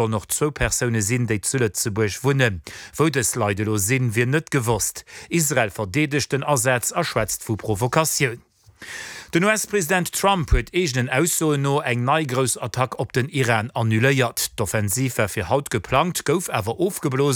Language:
Luxembourgish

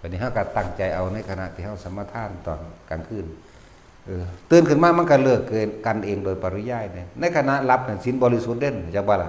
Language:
Lao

